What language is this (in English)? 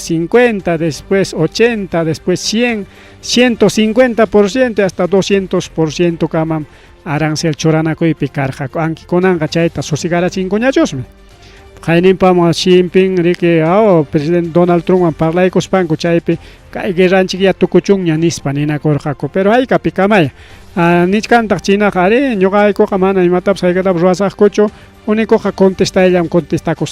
Ayacucho Quechua